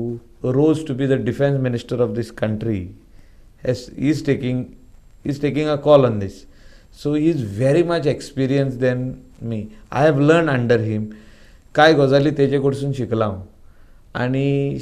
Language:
Konkani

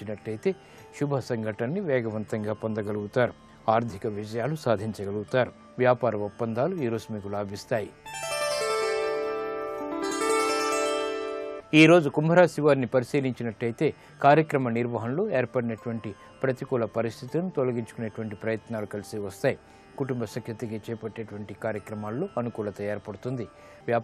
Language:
Telugu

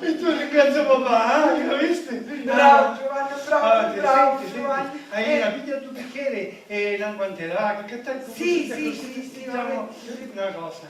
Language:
Sicilian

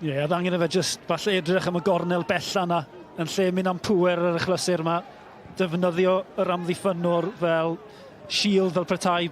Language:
Welsh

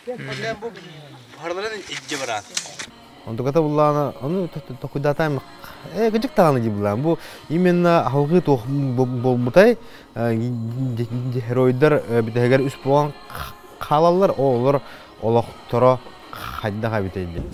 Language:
Yakut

